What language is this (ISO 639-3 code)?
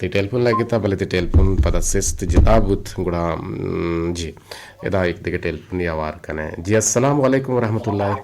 bgp